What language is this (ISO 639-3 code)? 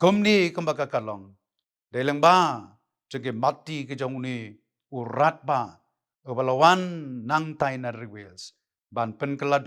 kha